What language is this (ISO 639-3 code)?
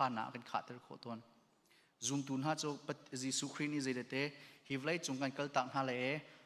cnh